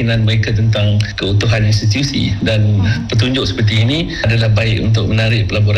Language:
Malay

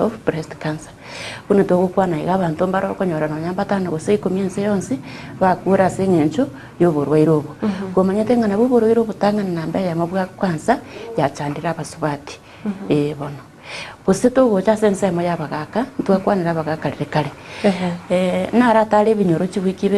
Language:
Gusii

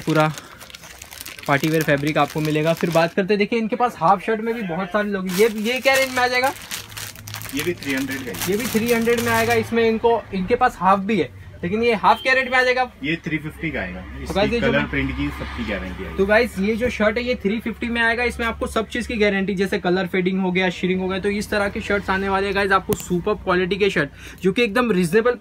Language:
Hindi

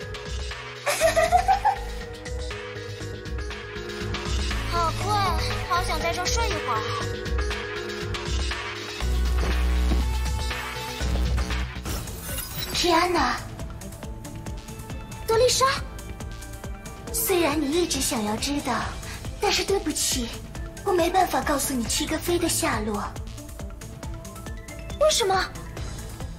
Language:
Chinese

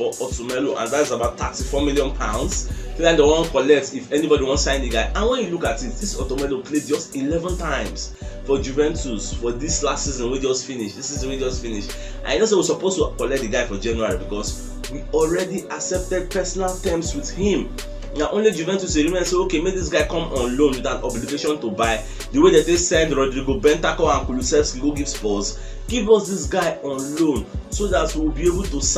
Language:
Nigerian Pidgin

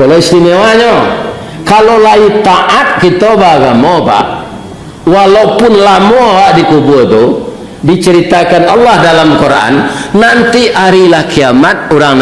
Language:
Minangkabau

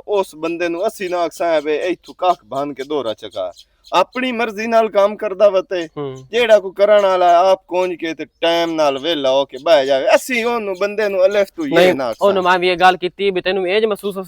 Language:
Western Panjabi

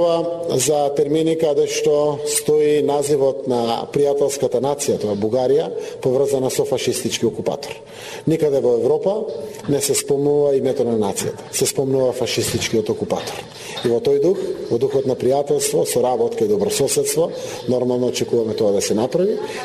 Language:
Macedonian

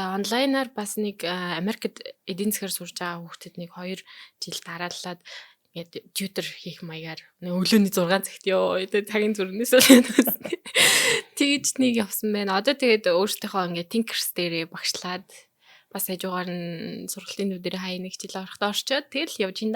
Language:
Mongolian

